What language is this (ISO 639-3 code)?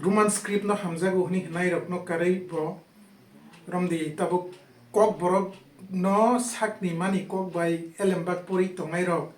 trp